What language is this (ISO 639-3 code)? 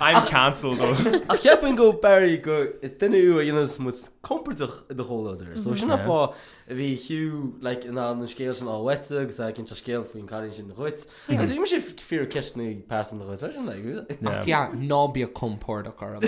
gle